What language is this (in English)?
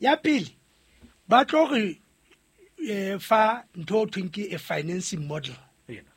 Southern Sotho